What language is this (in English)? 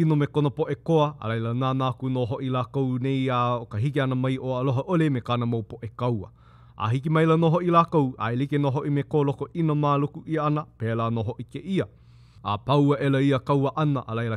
Hawaiian